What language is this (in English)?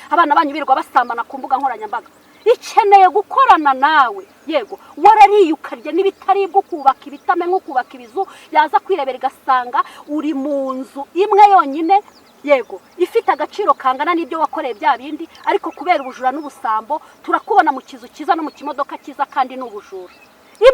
Kinyarwanda